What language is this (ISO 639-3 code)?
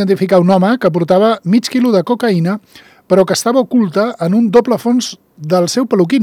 cat